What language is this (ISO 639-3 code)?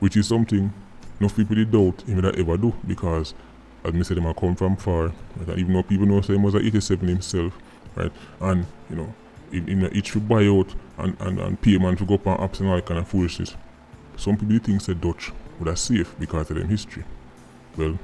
jam